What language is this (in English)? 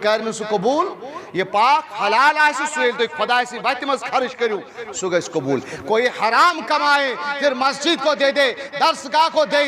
Kashmiri